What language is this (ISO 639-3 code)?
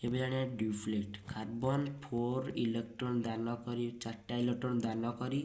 ori